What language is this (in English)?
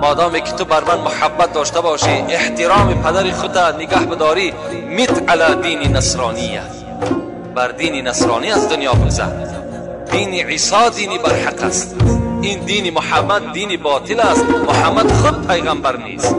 Tajik